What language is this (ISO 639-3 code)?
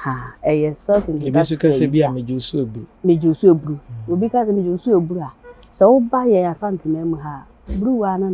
aka